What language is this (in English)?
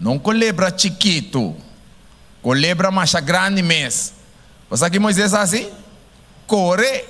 Papiamento